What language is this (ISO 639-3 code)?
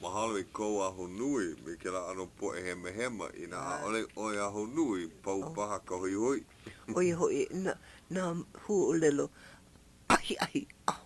haw